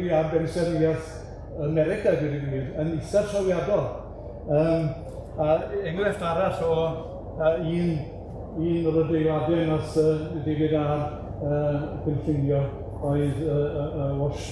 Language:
Welsh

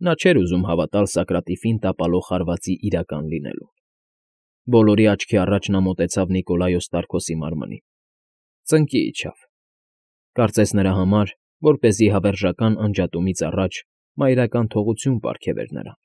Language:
Armenian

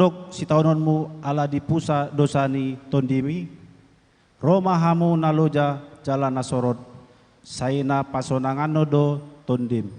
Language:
Batak Toba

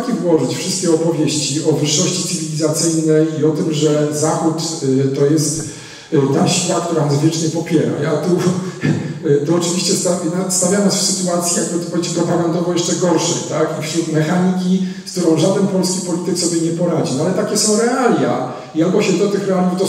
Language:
Polish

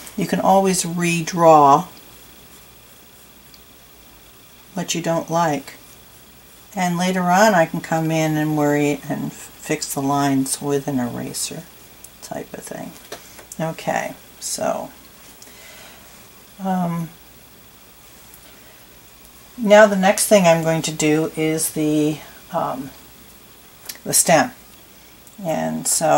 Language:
English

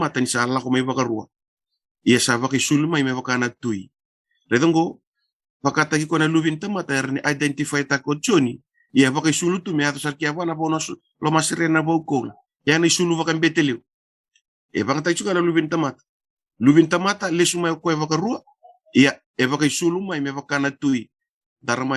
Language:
Fijian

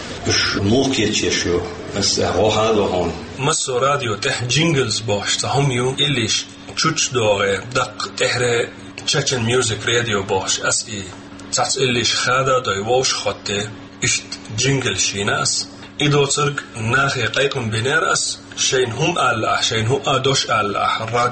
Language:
Chechen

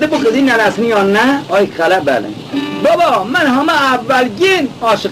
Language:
Khorasani Turkish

